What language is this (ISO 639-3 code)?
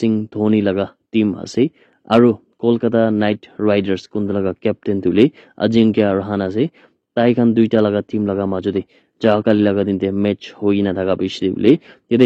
nag